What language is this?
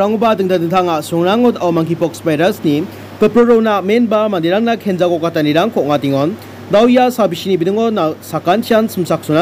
Garo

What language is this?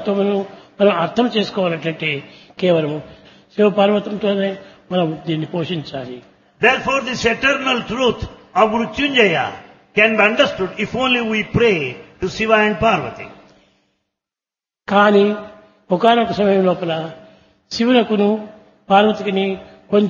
Telugu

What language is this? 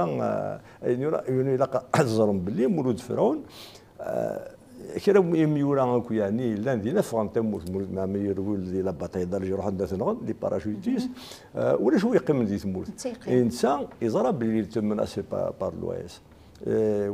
Kabyle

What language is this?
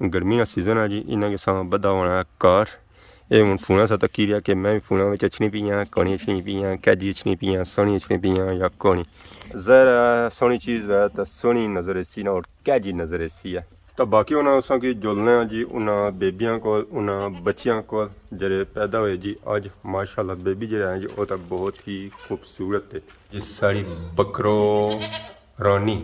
Pahari-Potwari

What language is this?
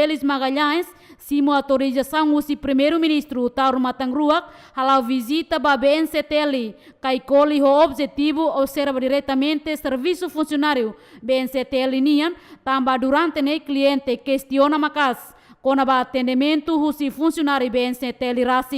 Tetum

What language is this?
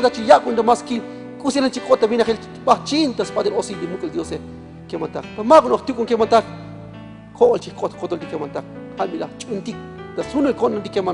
Tzotzil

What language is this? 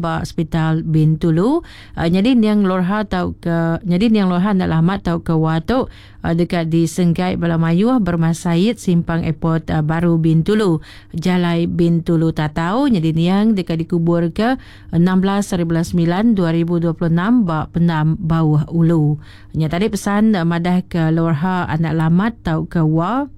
Iban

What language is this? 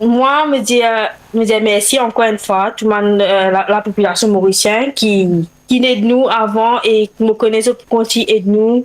Morisyen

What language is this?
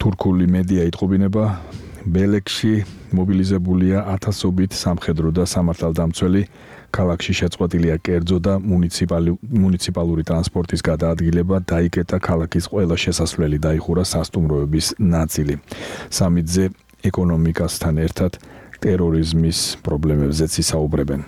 Georgian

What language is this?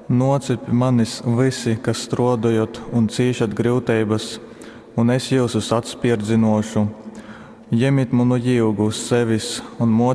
Latgalian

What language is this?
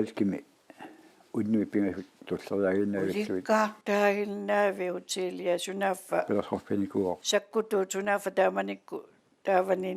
Kalaallisut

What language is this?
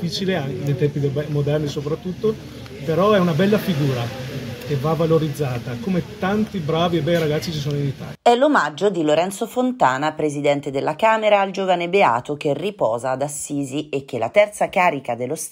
Italian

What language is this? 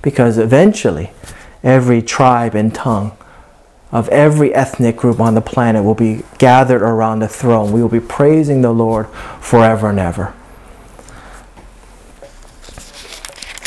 English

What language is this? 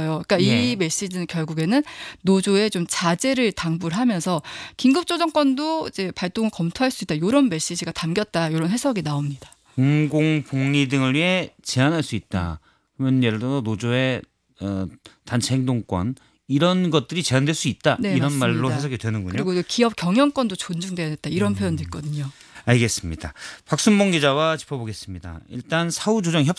Korean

